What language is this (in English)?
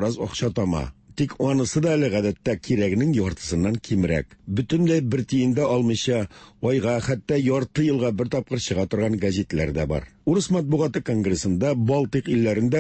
Tatar